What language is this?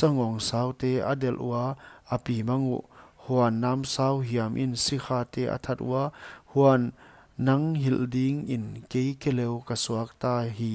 Paite Chin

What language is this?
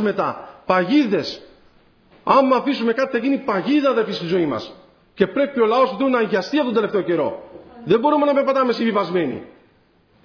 Greek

